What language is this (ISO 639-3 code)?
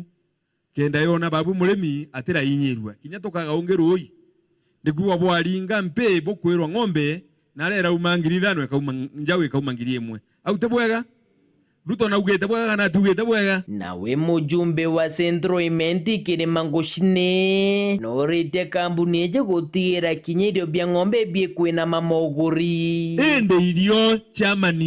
mer